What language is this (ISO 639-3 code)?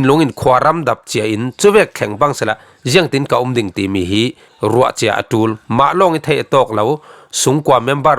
cfm